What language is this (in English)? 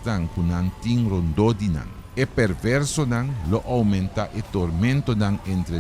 Papiamento